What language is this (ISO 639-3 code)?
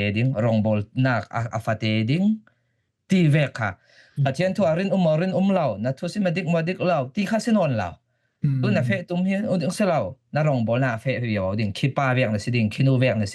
cfm